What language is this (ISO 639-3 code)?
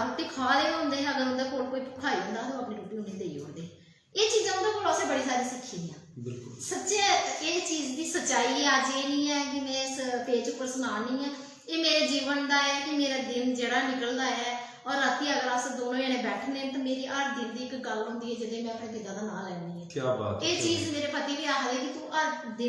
doi